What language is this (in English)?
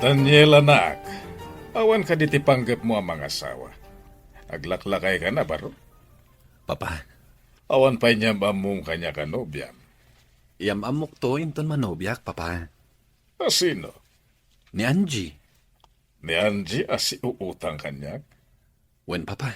Iloko